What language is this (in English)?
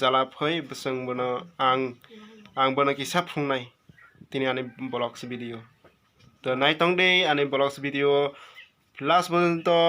Kok Borok